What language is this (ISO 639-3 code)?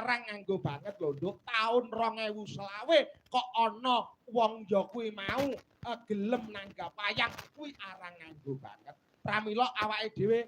jav